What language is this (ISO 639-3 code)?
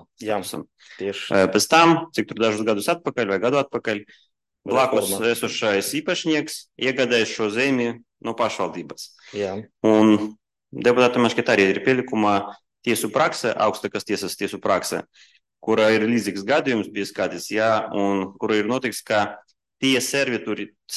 lav